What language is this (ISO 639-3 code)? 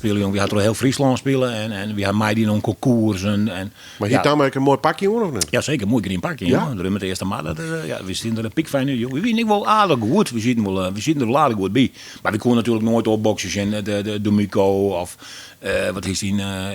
fry